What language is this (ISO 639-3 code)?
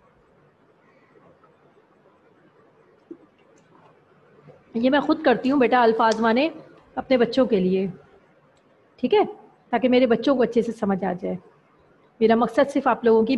urd